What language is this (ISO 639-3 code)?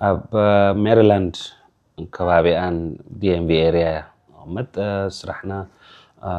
tir